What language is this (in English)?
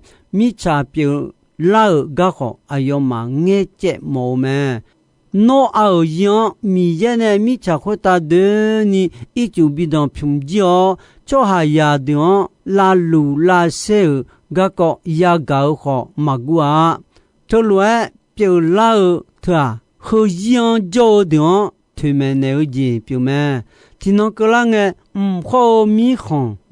Akha